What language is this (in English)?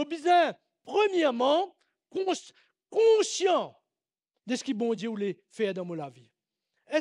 Morisyen